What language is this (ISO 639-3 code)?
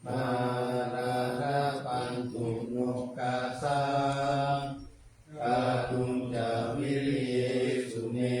pli